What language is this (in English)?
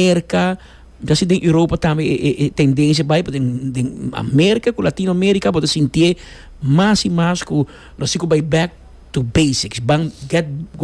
Papiamento